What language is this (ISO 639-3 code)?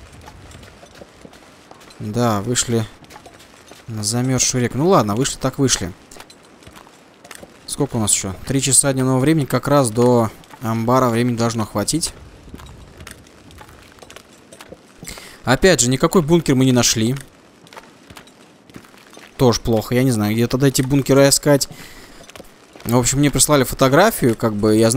rus